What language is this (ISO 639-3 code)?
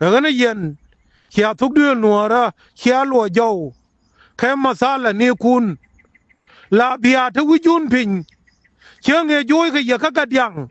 nus